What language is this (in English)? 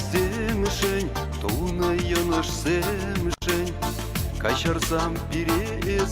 Chuvash